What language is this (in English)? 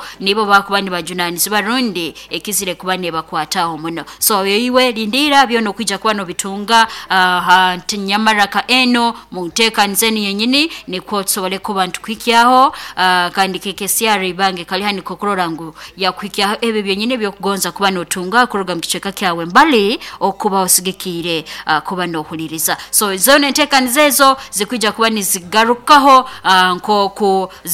Nyoro